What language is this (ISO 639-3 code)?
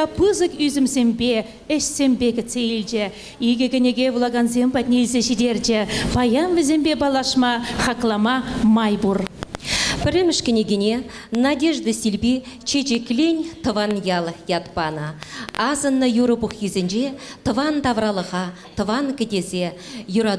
chv